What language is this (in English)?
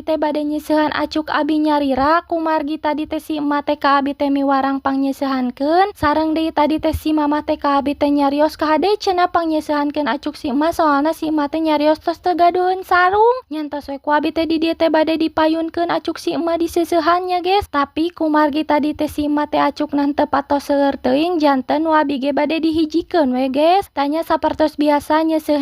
Sundanese